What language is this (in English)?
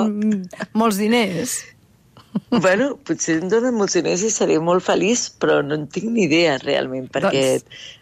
Catalan